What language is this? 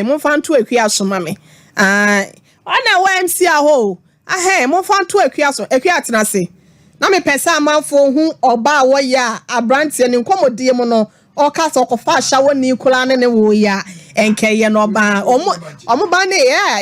Akan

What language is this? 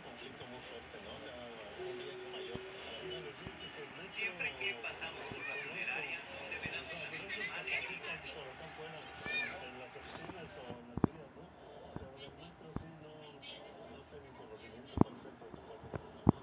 Spanish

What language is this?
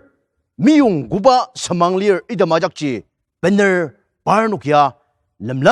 Ao Naga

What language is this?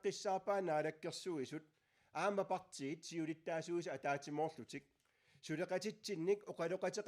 Kalaallisut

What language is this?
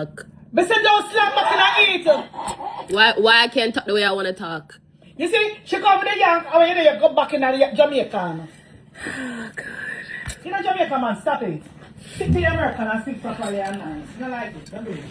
Jamaican Creole English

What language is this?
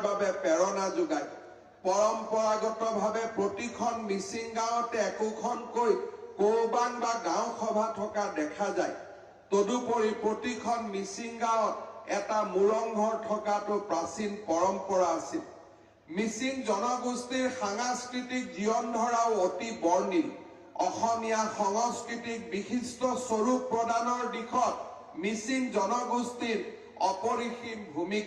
Assamese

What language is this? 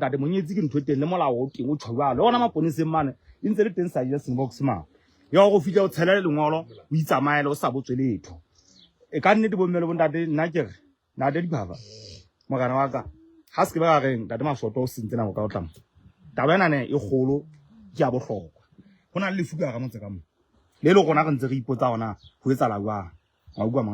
Southern Sotho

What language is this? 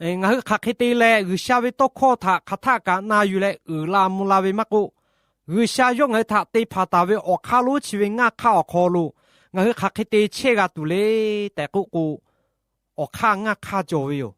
Lahu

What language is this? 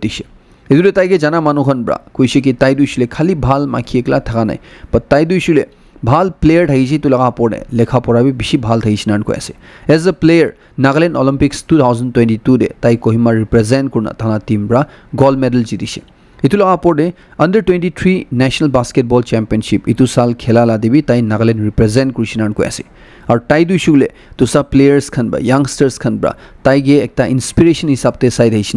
Naga Pidgin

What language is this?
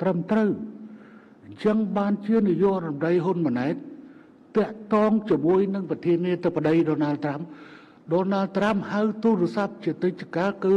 Khmer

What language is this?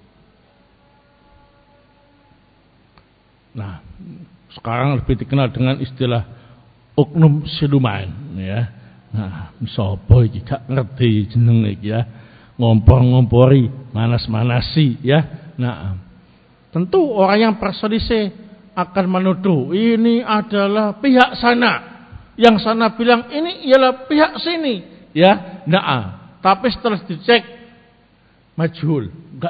Indonesian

